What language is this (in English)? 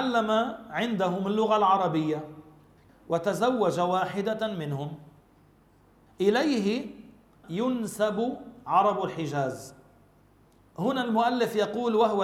Arabic